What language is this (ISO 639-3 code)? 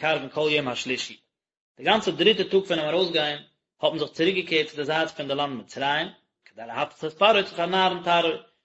yid